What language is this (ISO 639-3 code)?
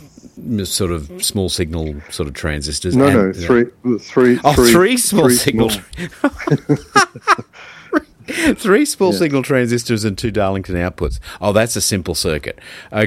eng